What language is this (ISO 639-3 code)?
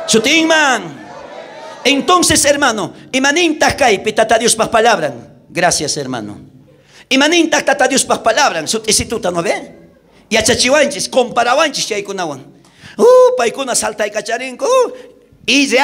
quh